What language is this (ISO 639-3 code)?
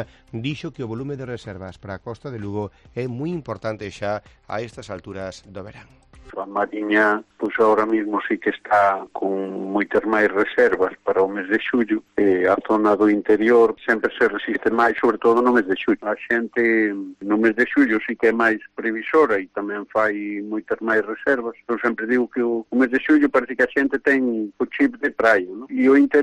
glg